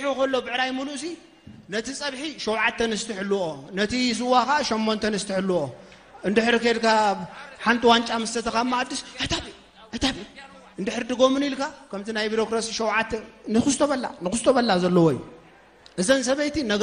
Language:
Tigrinya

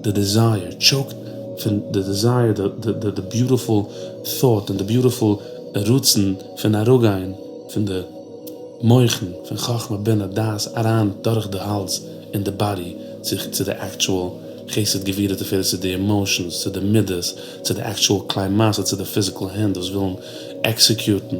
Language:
Yiddish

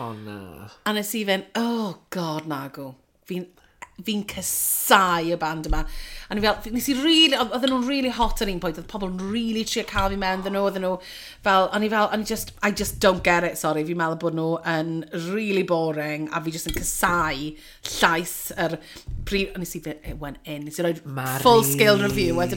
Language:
Welsh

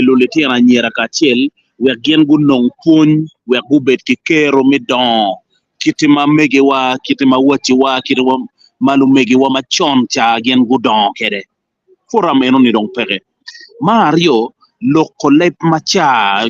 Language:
Acoli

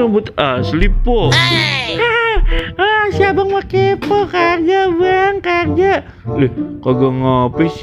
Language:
Betawi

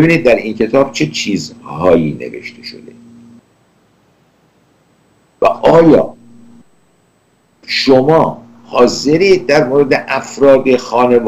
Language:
Persian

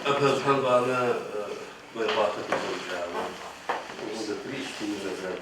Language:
Adyghe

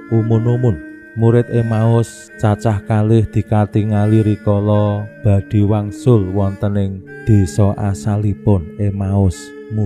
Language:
Javanese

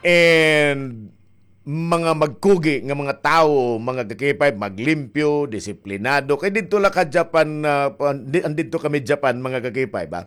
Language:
Waray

